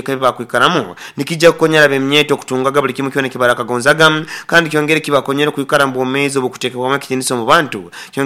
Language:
Nyoro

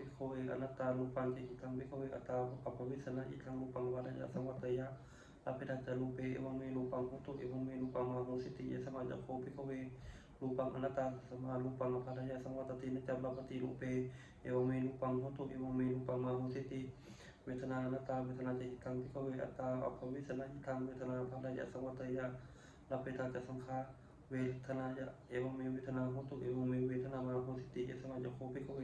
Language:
Pali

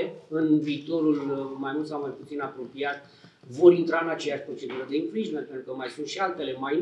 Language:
Romanian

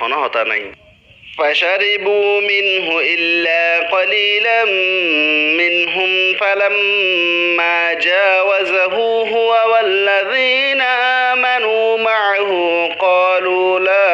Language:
Rohingya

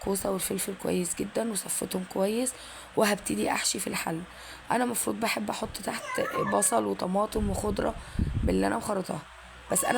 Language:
Egyptian Arabic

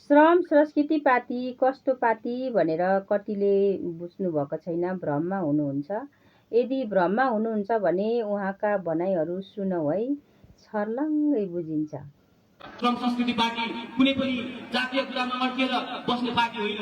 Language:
Nepali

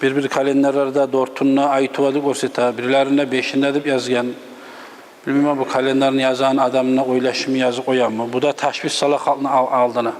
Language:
Kumyk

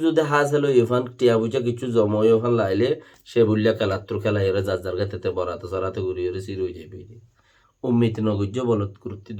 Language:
Rohingya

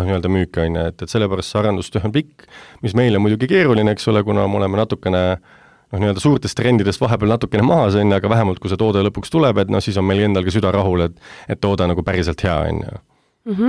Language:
Estonian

